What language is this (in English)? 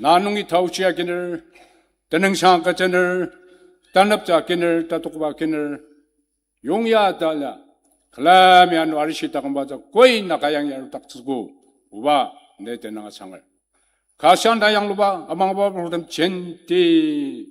Ao Naga